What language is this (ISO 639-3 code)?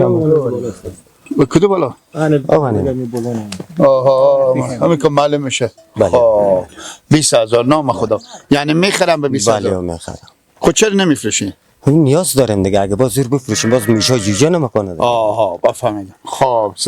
fas